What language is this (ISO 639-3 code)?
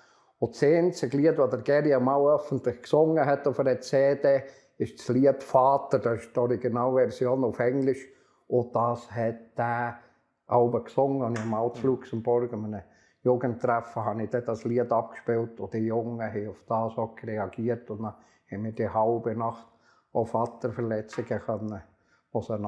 gsw